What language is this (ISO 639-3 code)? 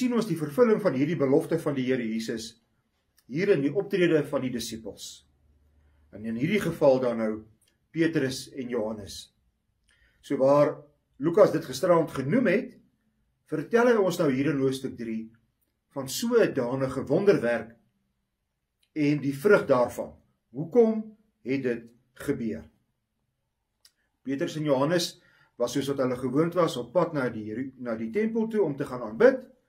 afr